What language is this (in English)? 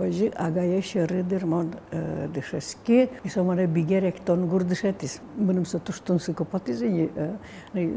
Udmurt